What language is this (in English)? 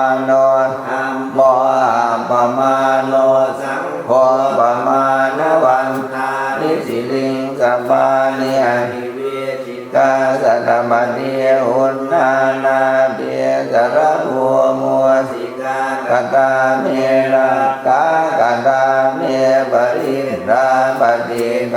Pali